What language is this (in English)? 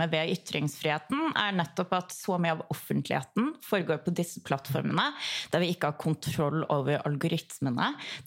Norwegian